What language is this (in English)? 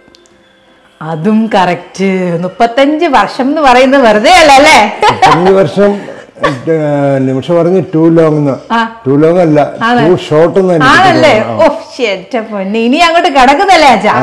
Malayalam